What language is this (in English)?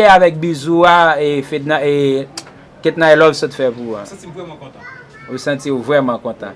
Haitian Creole